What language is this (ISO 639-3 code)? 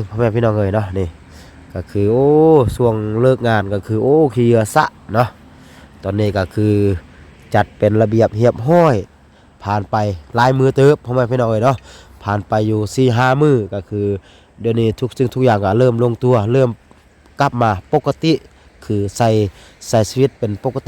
lao